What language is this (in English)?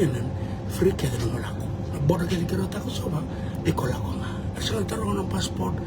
Fijian